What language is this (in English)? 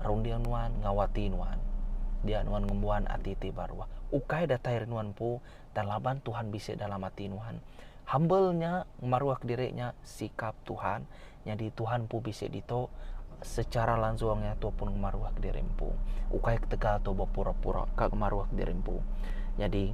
Iban